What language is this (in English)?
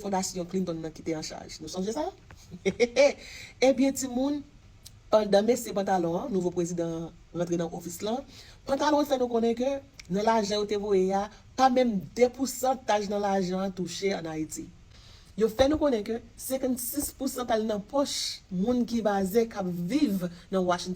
Haitian Creole